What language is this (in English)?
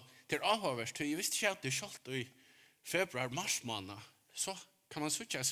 Faroese